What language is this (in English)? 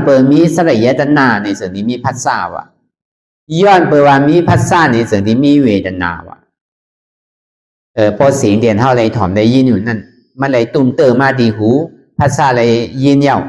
Shan